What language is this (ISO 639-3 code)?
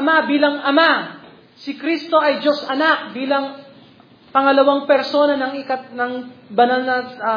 fil